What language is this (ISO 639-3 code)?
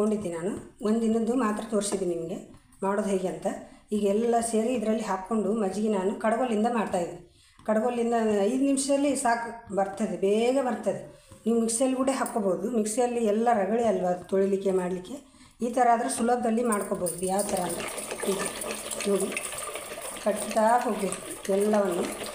kan